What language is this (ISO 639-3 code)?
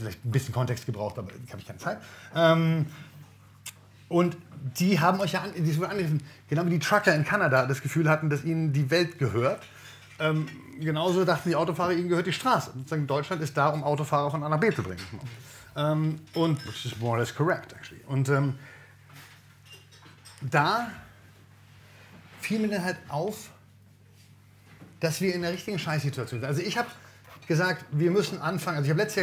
deu